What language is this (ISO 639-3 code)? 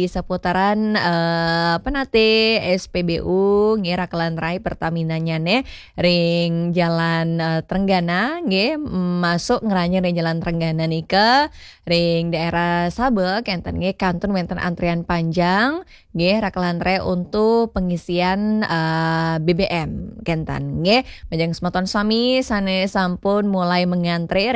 ban